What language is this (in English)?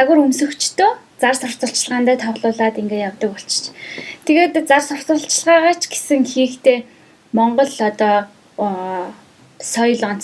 Mongolian